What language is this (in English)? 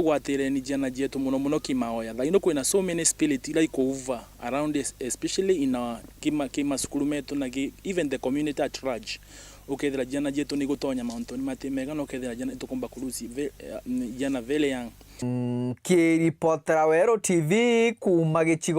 Meru